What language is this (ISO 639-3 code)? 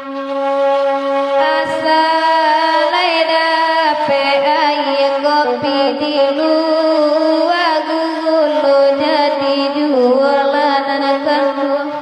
min